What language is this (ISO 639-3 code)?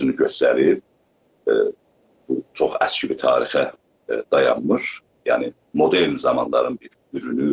azb